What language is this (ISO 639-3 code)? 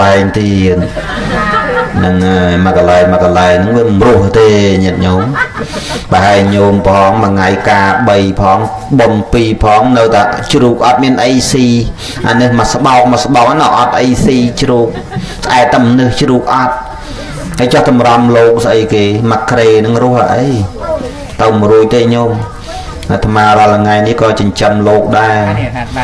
khm